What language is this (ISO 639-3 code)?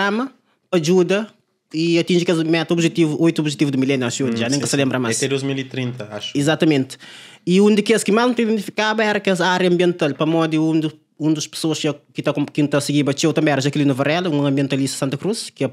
kea